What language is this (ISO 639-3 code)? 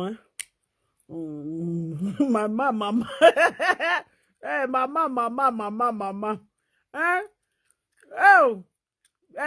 pcm